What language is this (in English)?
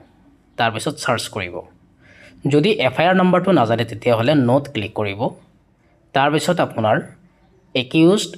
Assamese